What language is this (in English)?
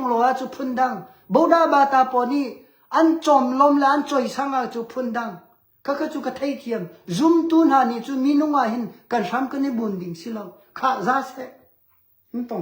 Hakha Chin